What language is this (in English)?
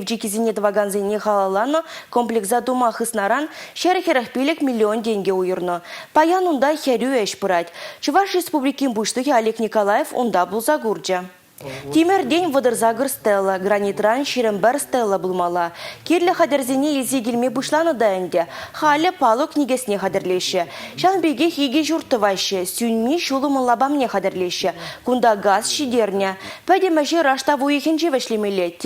Chuvash